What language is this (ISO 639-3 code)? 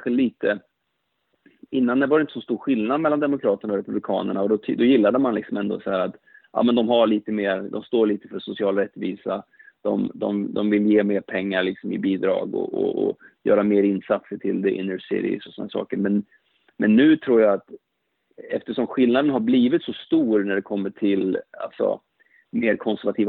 swe